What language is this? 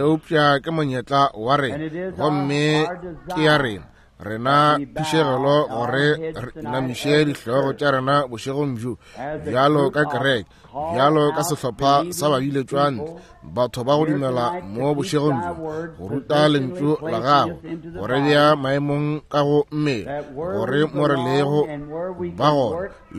Northern Sotho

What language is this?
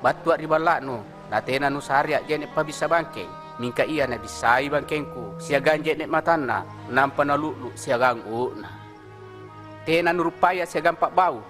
Makasar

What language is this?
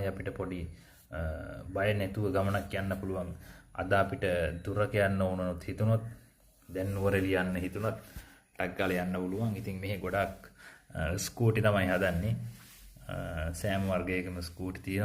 Sinhala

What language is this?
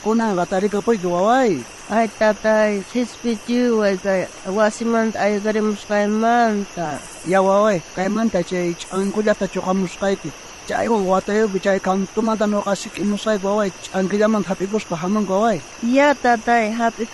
South Bolivian Quechua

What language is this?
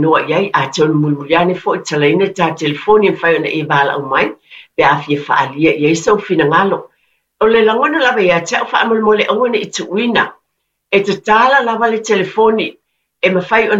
Samoan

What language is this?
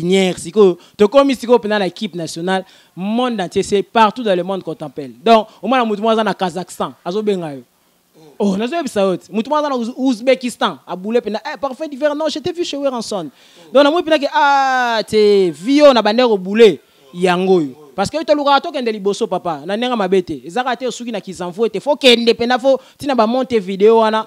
Lingala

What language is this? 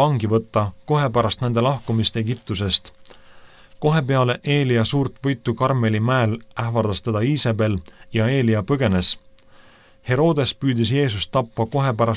Estonian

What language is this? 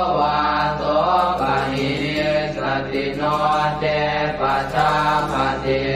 Pali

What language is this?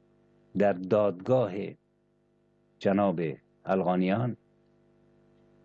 Persian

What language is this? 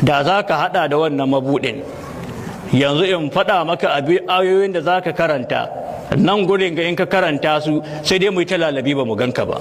Hausa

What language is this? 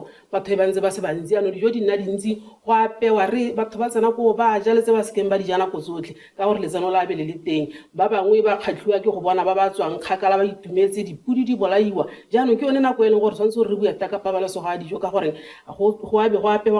Tswana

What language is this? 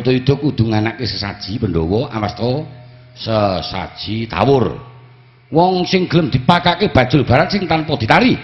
Javanese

